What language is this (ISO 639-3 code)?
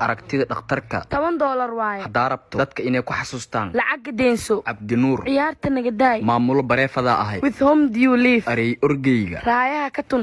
som